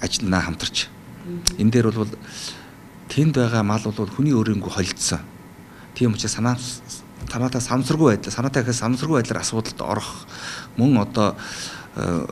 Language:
Mongolian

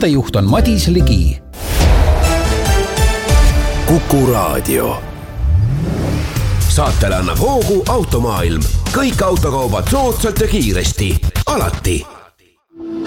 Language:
Estonian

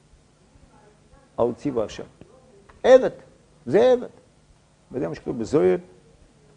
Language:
Hebrew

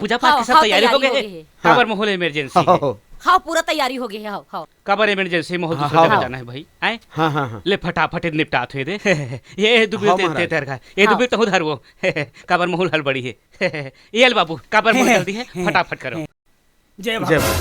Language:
Chhattisgarhi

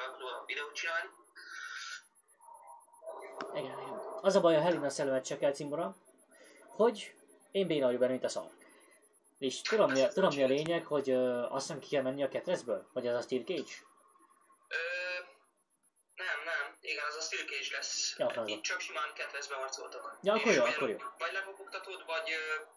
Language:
Hungarian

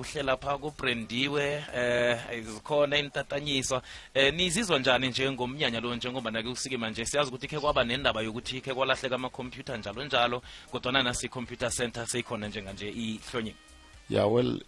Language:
South Ndebele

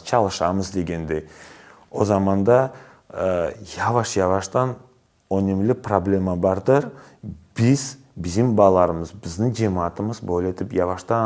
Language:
Crimean Tatar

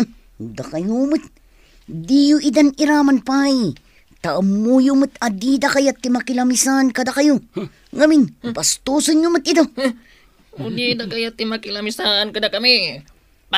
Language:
Iloko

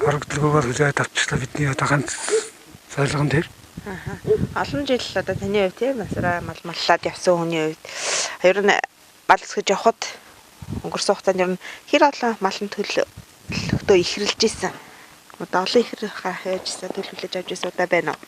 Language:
Mongolian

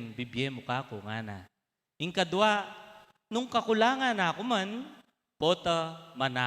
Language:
Pampanga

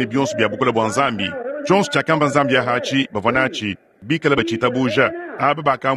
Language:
Luba-Lulua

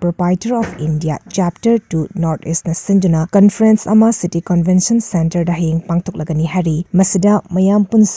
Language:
Manipuri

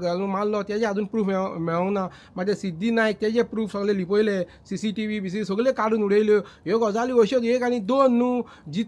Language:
Konkani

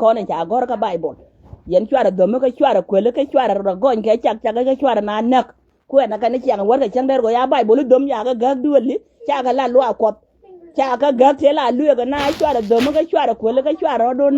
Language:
Nuer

